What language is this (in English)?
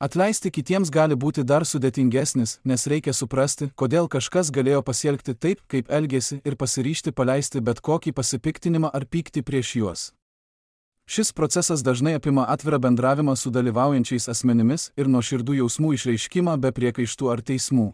Lithuanian